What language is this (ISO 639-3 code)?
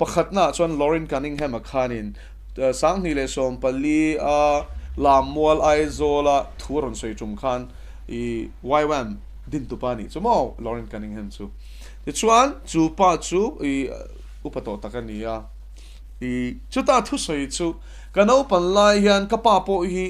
lus